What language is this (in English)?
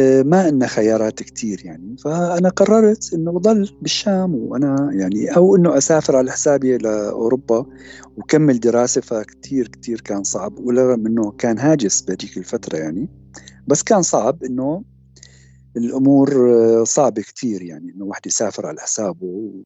North Levantine Arabic